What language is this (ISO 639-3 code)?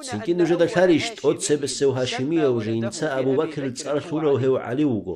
ava